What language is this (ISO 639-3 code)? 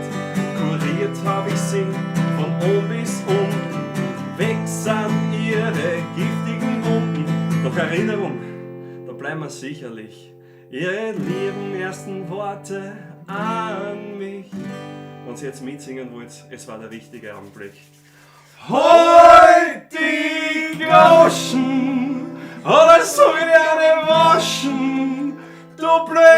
bar